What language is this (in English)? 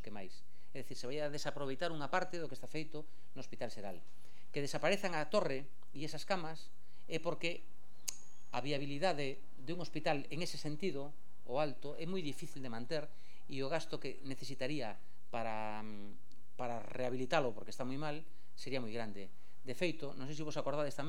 Galician